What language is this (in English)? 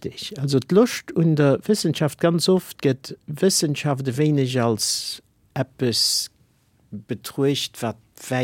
Luxembourgish